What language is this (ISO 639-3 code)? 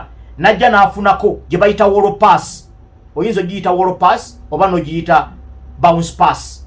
lug